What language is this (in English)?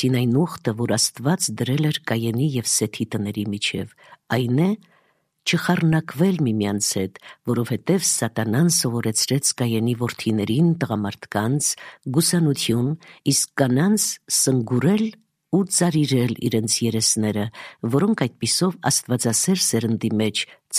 Armenian